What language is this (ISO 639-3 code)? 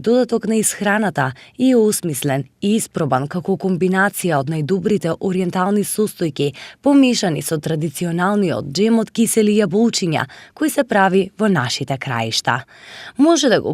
mkd